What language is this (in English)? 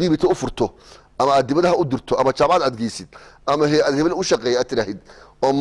Somali